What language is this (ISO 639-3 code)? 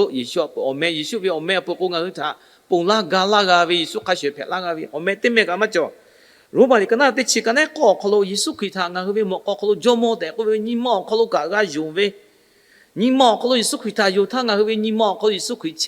lhu